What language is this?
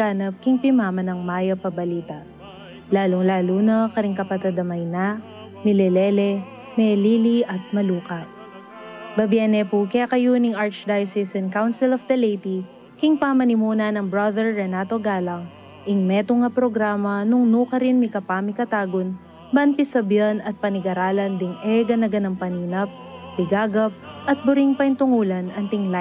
Pampanga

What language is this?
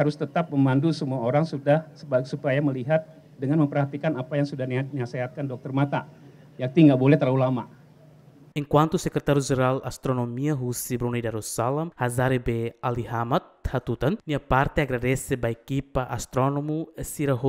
Tetum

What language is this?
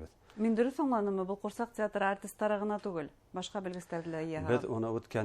Bashkir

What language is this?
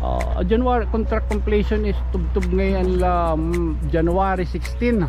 Waray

